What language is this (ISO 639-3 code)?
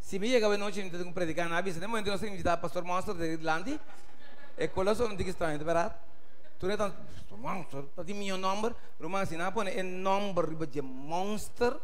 pap